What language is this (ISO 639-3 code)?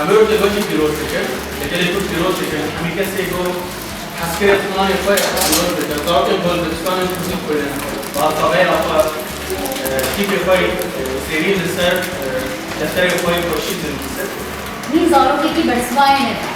kur